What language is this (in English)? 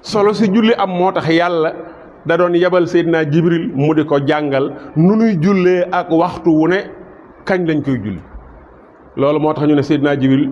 Wolof